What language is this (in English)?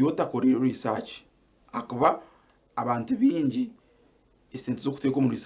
Nyankole